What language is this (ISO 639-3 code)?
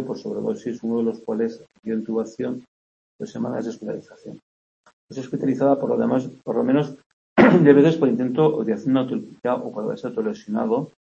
spa